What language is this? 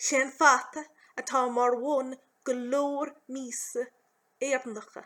Irish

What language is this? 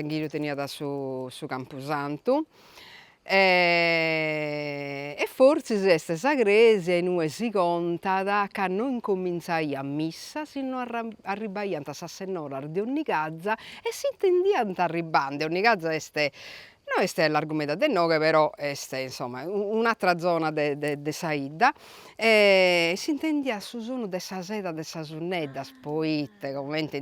Sardinian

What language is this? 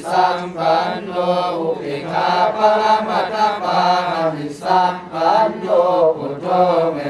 Pali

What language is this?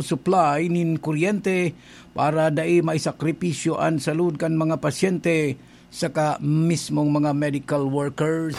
Bikol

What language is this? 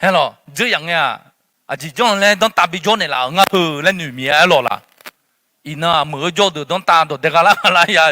Akha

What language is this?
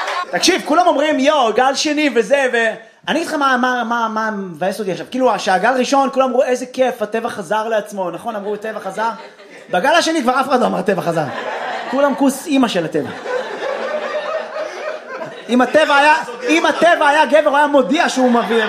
Hebrew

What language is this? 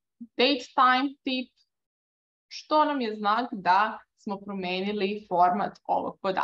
Serbian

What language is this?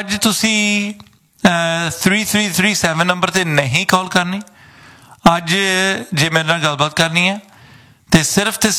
Punjabi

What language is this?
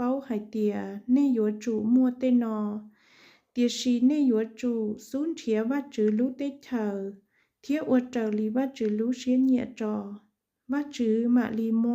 Hmong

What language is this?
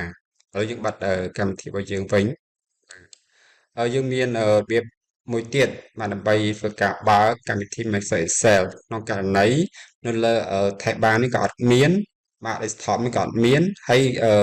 Khmer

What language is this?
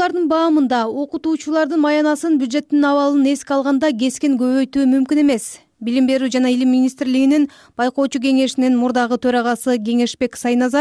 Kyrgyz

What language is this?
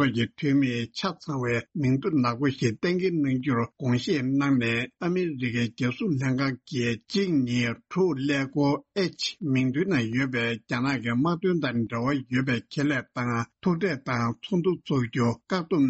Tibetan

